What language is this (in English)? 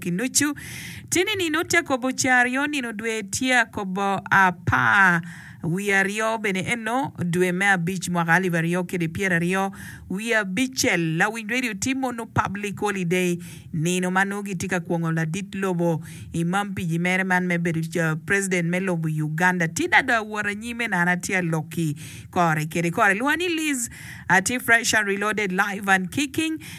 Acoli